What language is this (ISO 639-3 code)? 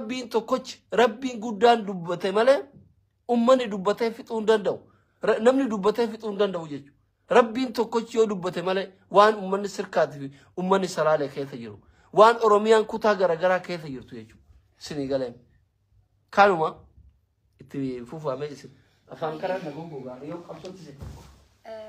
orm